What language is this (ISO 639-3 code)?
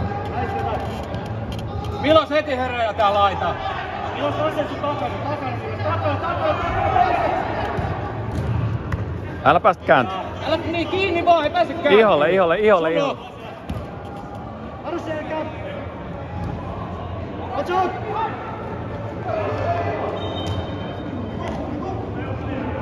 fin